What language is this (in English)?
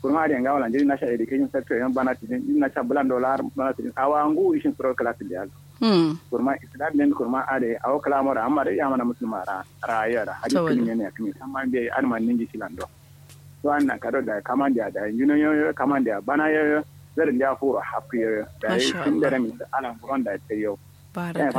Kanuri